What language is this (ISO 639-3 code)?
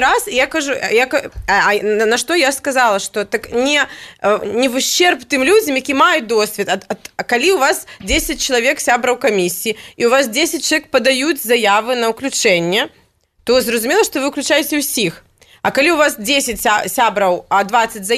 bel